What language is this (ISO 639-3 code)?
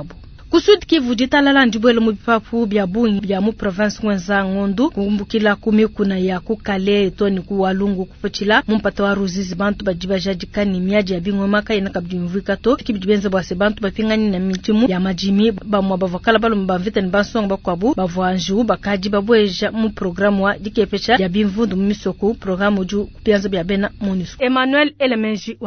lua